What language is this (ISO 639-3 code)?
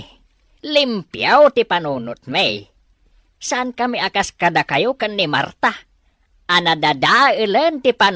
ilo